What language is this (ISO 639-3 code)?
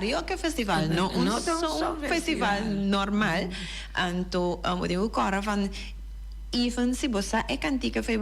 pap